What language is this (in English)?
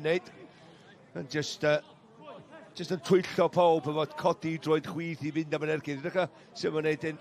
Welsh